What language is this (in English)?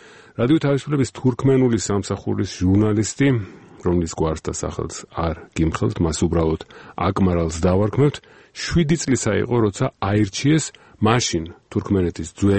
Georgian